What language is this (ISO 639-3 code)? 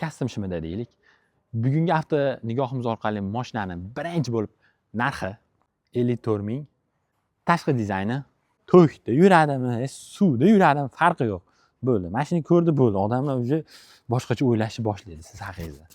uzb